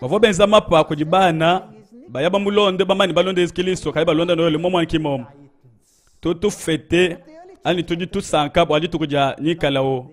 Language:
Luba-Lulua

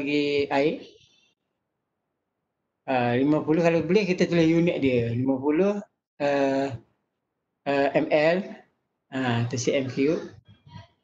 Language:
Malay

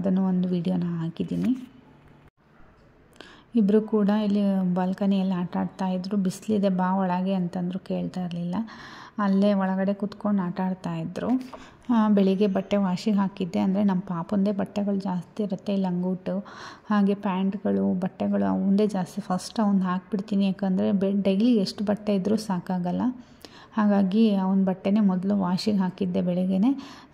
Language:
Kannada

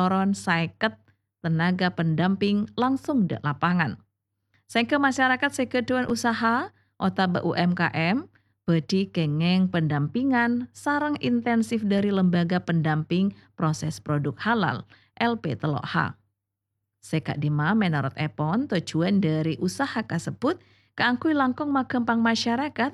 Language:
Madurese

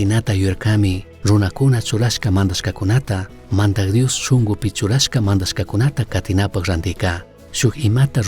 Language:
Chimborazo Highland Quichua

